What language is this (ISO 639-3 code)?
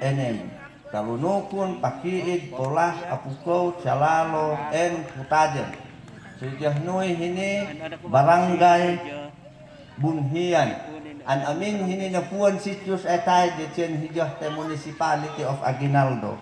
ifu